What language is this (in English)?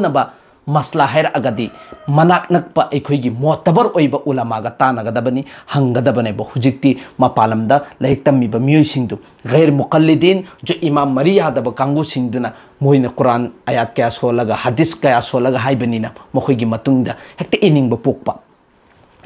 Manipuri